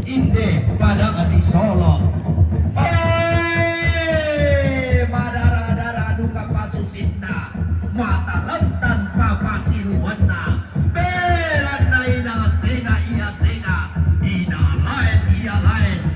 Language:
Toraja-Sa'dan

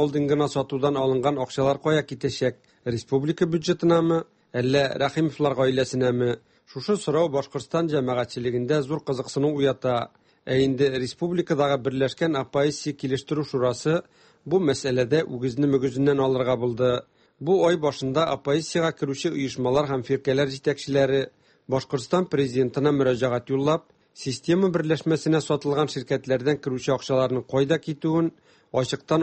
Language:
Tatar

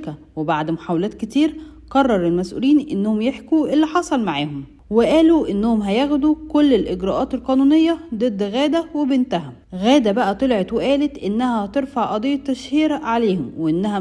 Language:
Egyptian Arabic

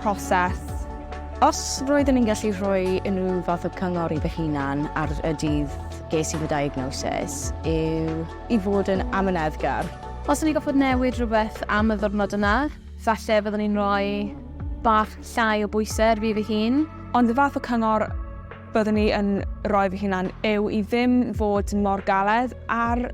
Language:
Welsh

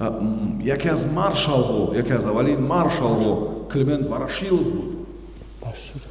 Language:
Tajik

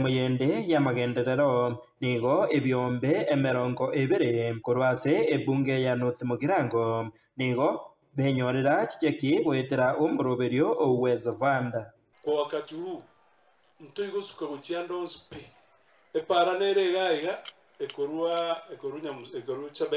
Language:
Gusii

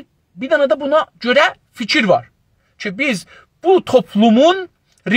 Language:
South Azerbaijani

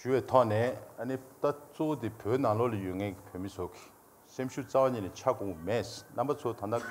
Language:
Tibetan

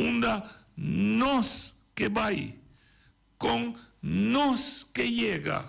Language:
Papiamento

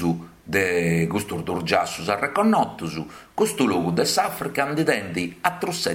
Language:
Sardinian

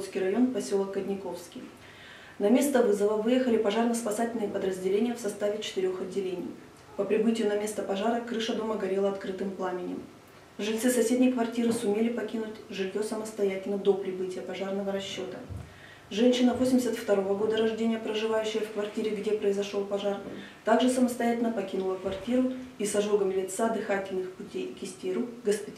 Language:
Russian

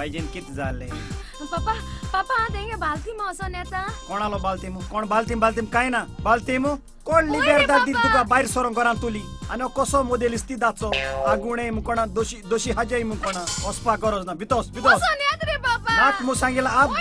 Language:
Konkani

